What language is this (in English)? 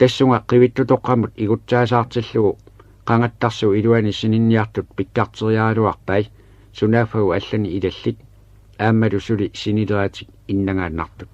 Kalaallisut